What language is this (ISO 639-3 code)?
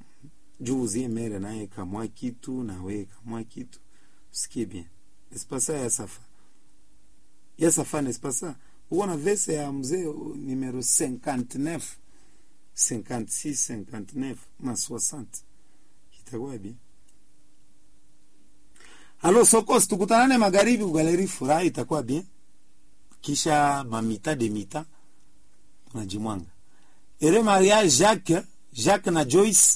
swa